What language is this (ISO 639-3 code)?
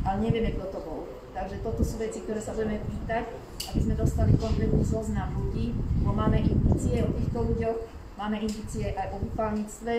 slk